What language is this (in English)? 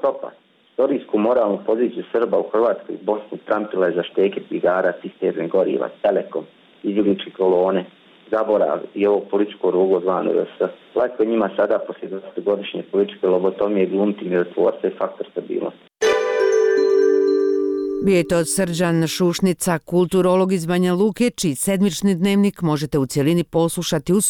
Bosnian